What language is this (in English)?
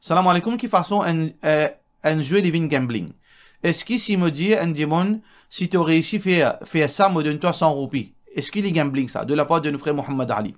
Morisyen